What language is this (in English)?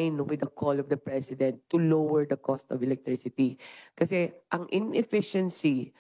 Filipino